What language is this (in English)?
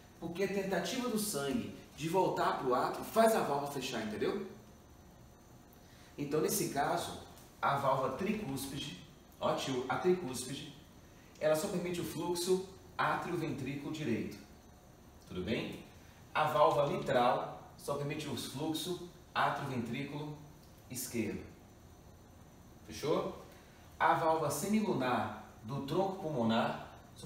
Portuguese